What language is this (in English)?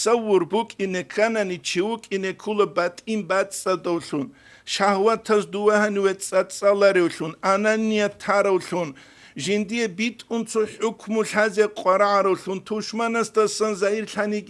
Avaric